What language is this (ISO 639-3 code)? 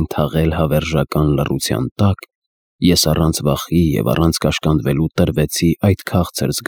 hye